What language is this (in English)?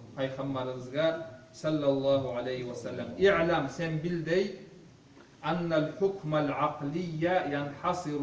Kumyk